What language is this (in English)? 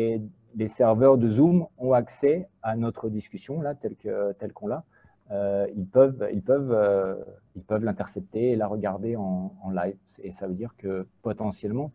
French